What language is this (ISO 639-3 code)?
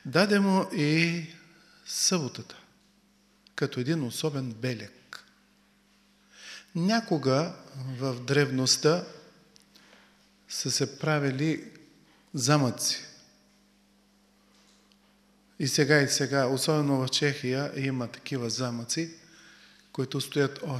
bul